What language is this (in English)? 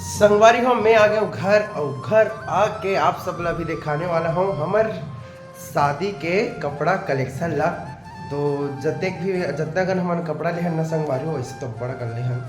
Chhattisgarhi